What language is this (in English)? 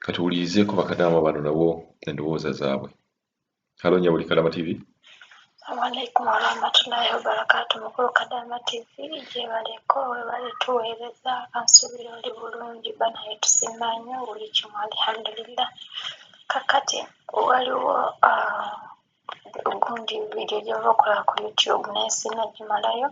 Ganda